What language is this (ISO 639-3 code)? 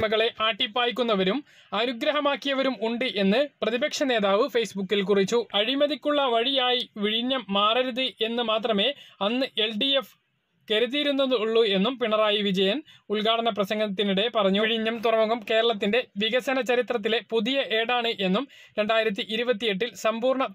mal